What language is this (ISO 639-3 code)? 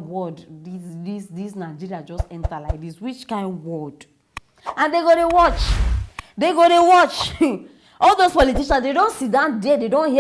pcm